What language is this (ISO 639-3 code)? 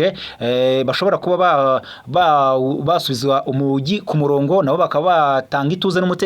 kin